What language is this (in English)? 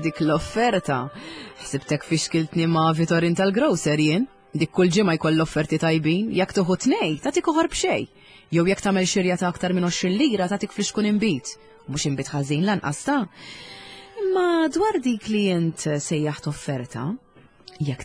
Maltese